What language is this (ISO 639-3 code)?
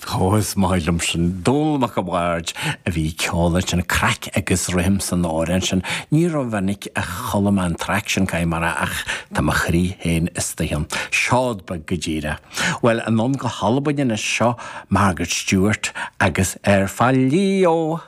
gle